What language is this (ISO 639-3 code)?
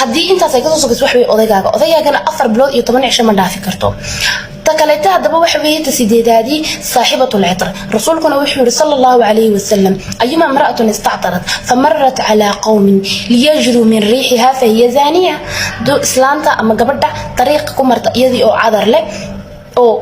som